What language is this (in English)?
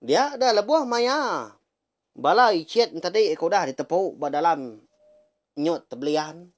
Iban